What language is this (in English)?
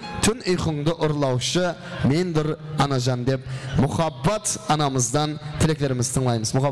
Kara-Kalpak